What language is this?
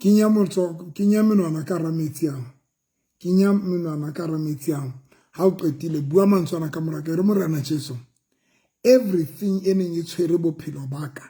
Southern Sotho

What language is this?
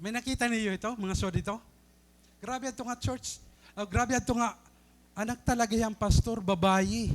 Waray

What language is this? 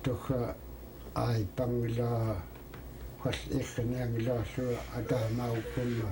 Central Yupik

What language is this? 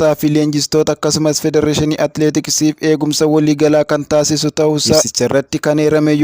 Oromo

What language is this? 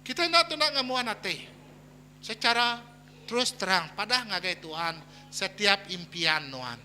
Iban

